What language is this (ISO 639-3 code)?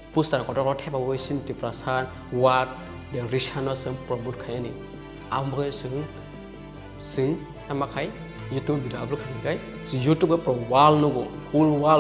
trp